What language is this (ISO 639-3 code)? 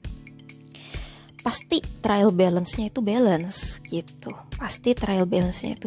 ind